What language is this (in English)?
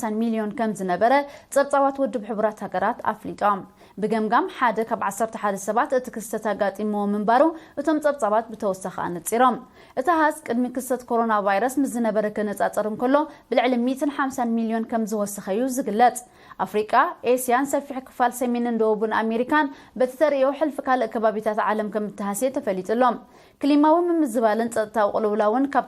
Tigrinya